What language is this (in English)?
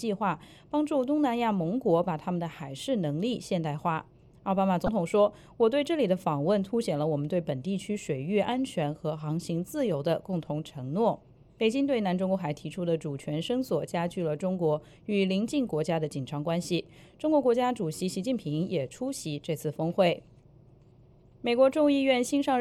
Chinese